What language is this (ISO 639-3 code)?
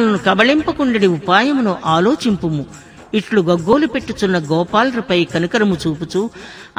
tel